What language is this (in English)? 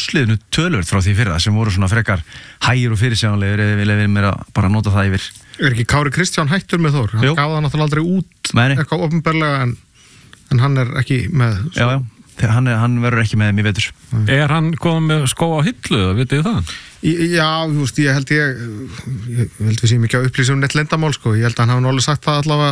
Icelandic